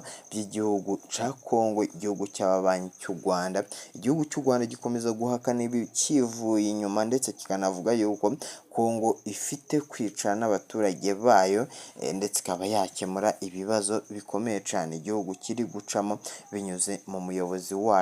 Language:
Rundi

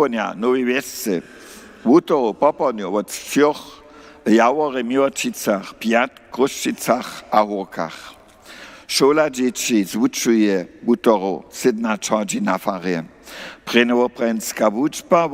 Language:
Upper Sorbian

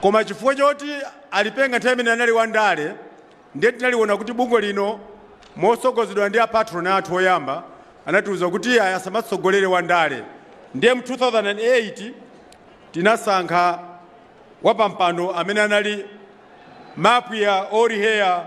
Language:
Nyanja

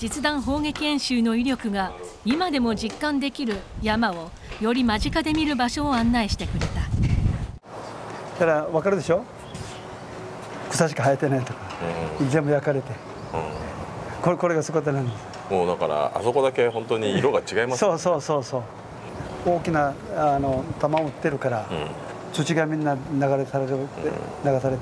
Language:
Japanese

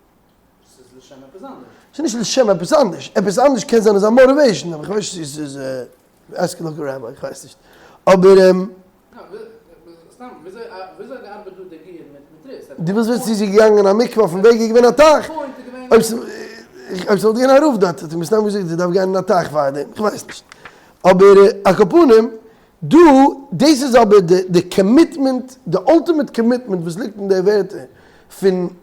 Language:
Yiddish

